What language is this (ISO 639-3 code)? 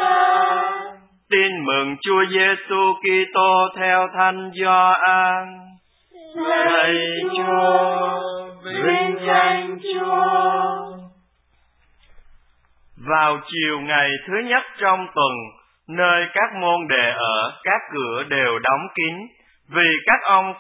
vie